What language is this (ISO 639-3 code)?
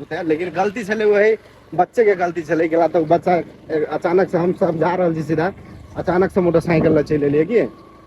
mai